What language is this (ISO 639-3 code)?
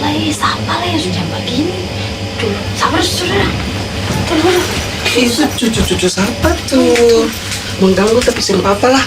abs